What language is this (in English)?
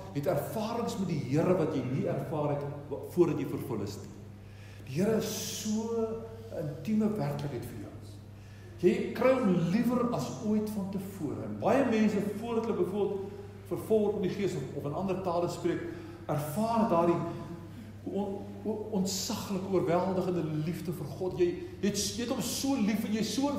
Afrikaans